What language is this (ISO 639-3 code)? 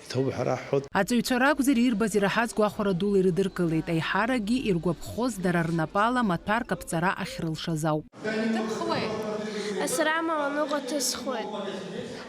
abk